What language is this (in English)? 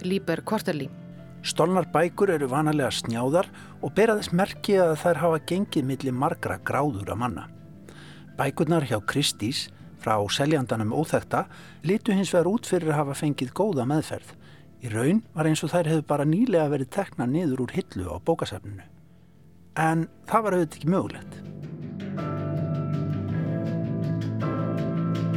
Icelandic